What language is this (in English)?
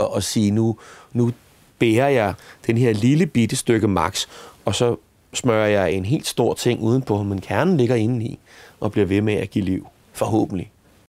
Danish